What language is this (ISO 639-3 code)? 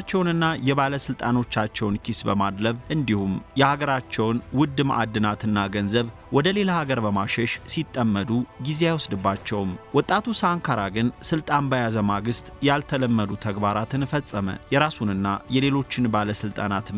amh